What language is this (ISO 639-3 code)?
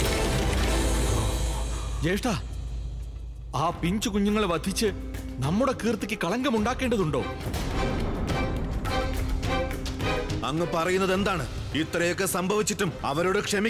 mal